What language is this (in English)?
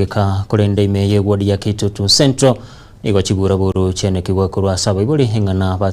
Gusii